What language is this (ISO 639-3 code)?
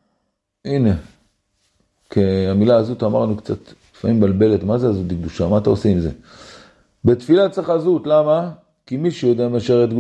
heb